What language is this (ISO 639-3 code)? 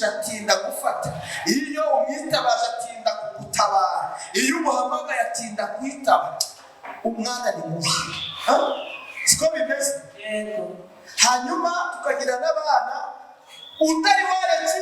kin